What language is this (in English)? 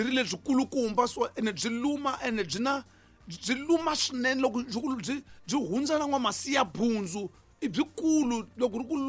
Tsonga